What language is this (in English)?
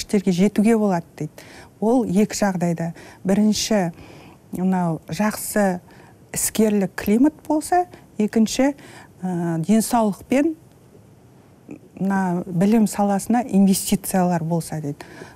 Kazakh